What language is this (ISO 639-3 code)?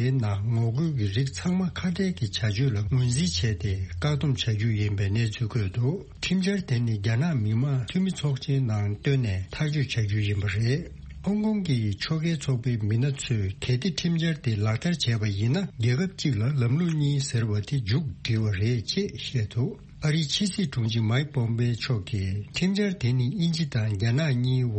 bod